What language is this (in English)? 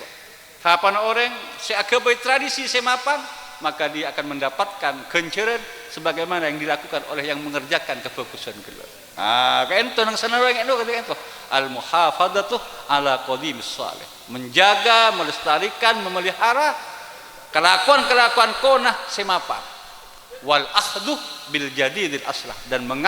Madurese